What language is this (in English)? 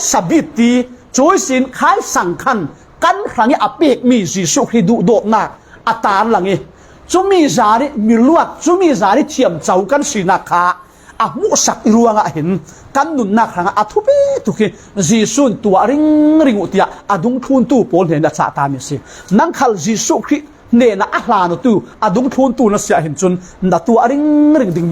Falam Chin